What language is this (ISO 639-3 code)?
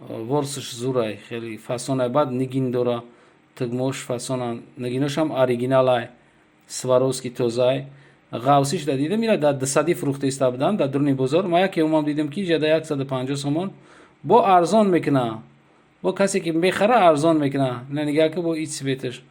tgk